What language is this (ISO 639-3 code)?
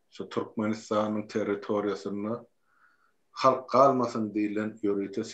tuk